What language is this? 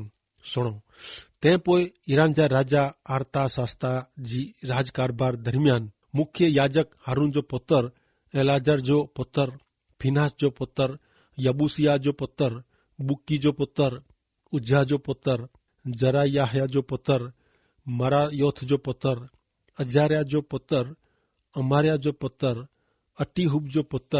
Kachhi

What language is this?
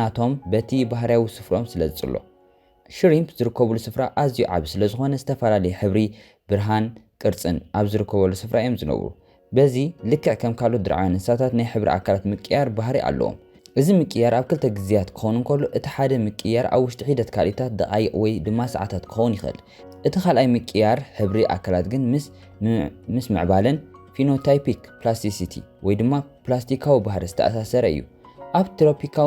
Tigrinya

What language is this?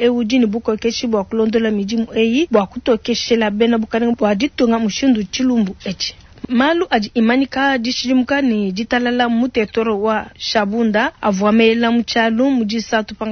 Luba-Lulua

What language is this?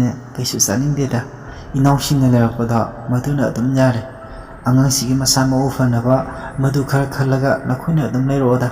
Manipuri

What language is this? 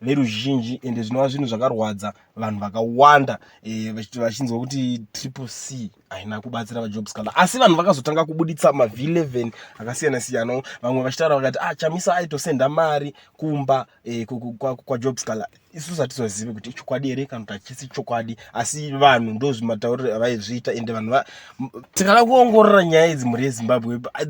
Shona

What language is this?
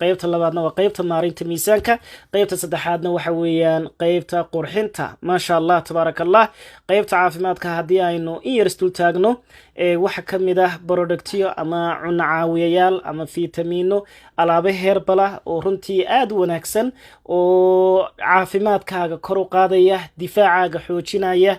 Somali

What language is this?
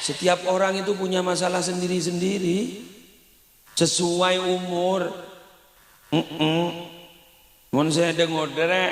Madurese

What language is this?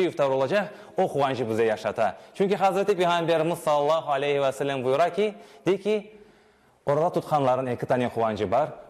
Crimean Tatar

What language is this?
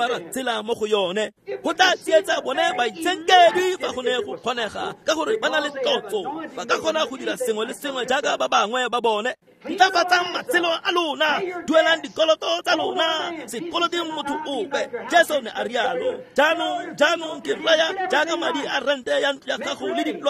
Tswana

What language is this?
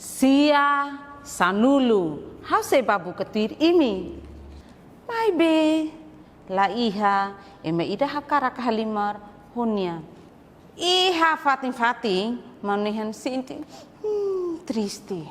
Tetum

